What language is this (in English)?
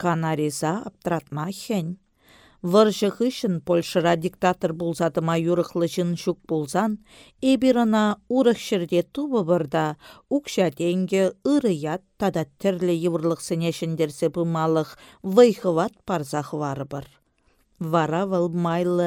Chuvash